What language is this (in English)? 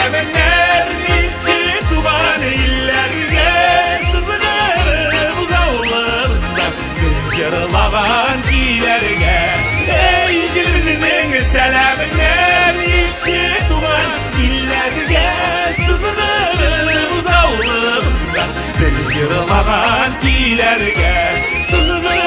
Bashkir